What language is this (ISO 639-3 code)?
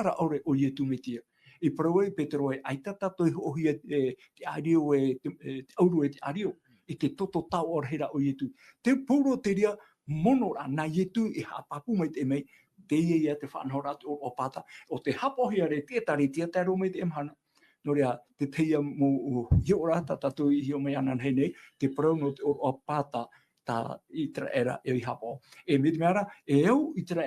tah